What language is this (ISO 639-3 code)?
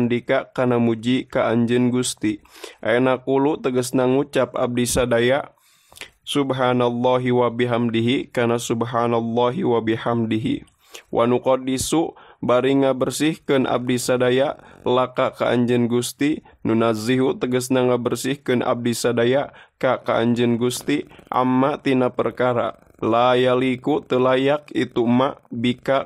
sun